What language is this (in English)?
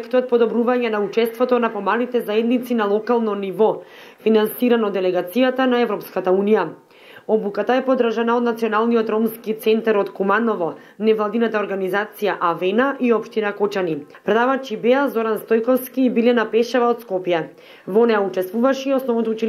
Macedonian